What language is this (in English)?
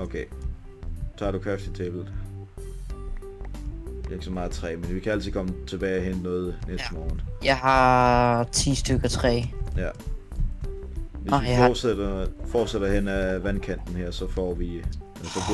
Danish